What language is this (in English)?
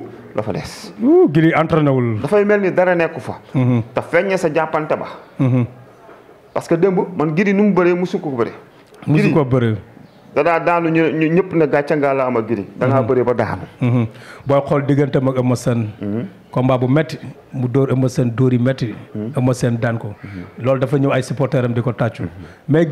Wolof